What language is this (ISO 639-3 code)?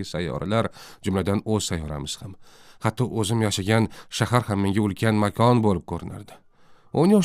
uzb